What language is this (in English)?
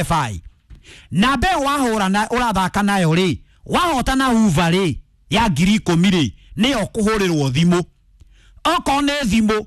Kikuyu